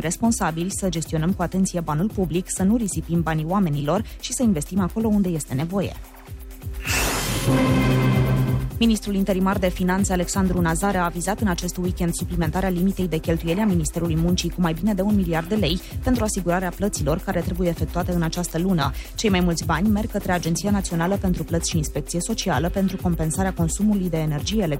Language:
Romanian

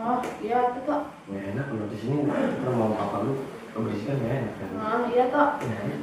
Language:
Betawi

